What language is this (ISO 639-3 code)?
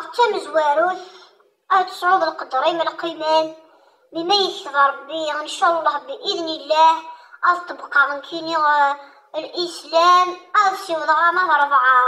kab